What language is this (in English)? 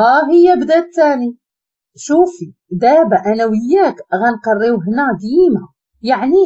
Moroccan Arabic